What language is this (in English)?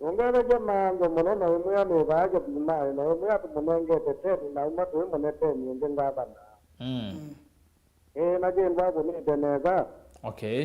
Kamba